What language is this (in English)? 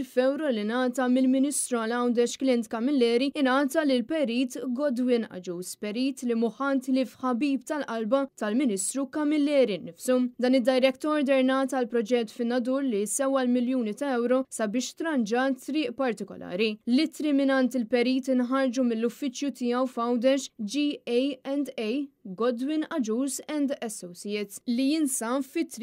Maltese